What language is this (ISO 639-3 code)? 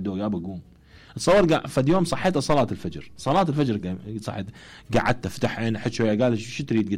acm